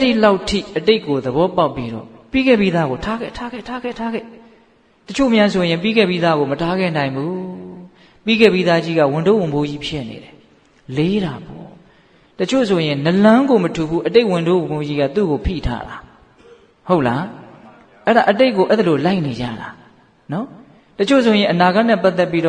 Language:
Burmese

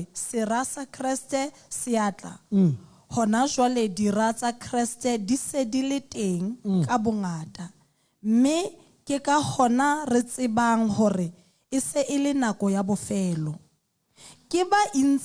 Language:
Southern Sotho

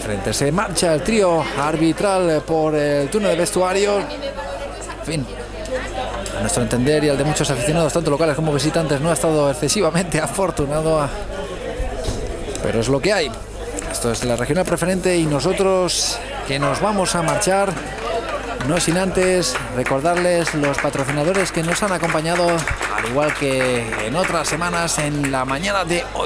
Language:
Spanish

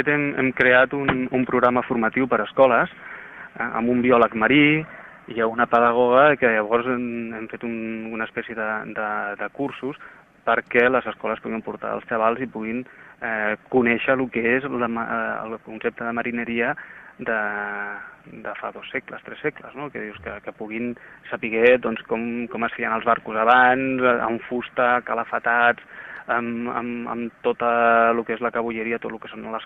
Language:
Catalan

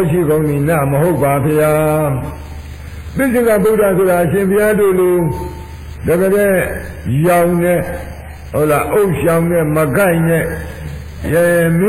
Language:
Burmese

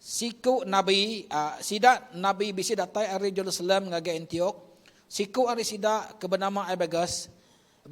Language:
Iban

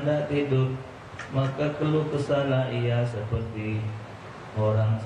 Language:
Musi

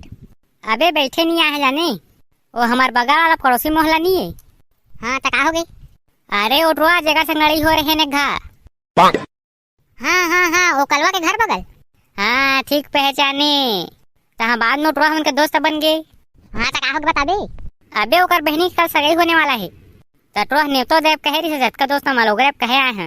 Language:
Chhattisgarhi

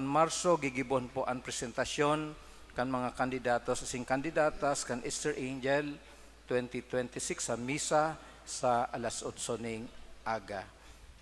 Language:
Bikol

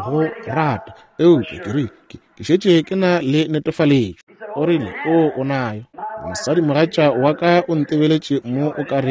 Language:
Northern Sotho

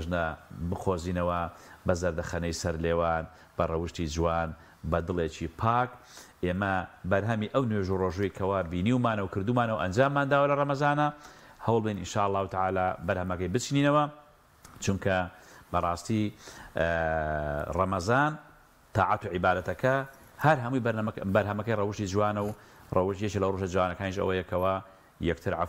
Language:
Central Kurdish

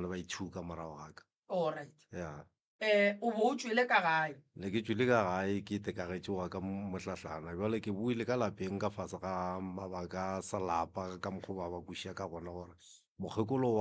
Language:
Northern Sotho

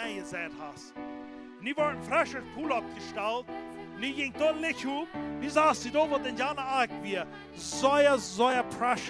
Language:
Plautdietsch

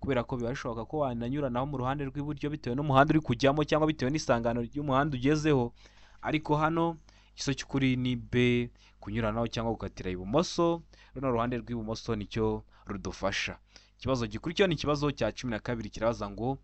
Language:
Kinyarwanda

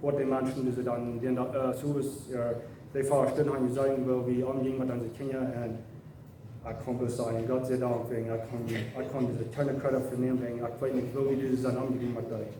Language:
Plautdietsch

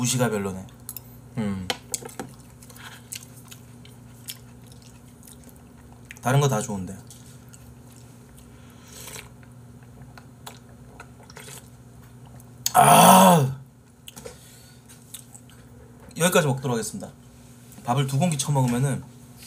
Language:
Korean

